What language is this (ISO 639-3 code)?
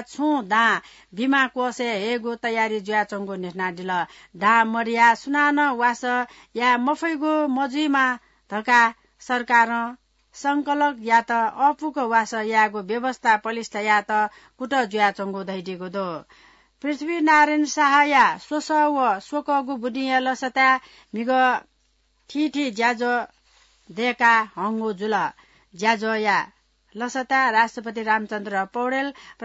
new